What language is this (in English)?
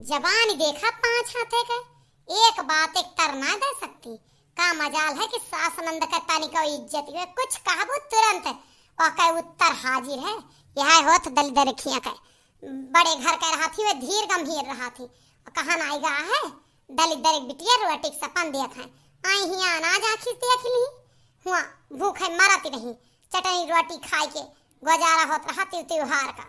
Awadhi